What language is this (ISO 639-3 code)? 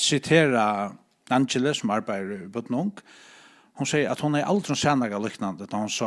fao